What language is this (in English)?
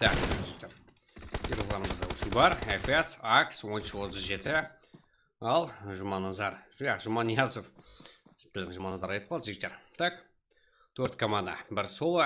Kara-Kalpak